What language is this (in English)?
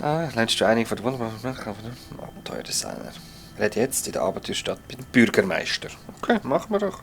Swiss German